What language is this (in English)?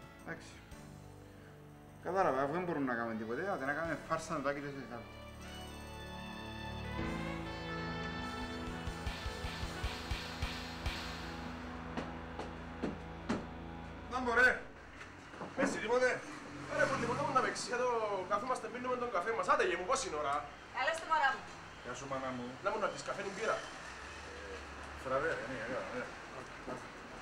Greek